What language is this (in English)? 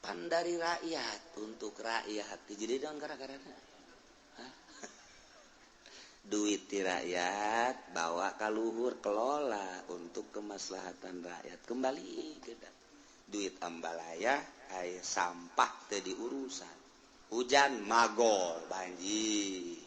Sundanese